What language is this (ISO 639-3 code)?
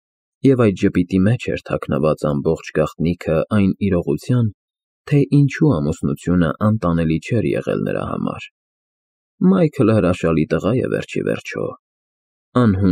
hye